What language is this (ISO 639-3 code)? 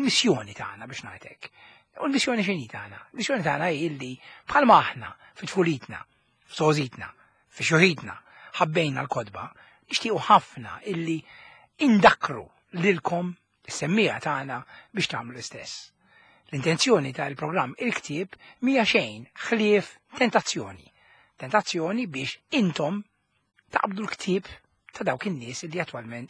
mlt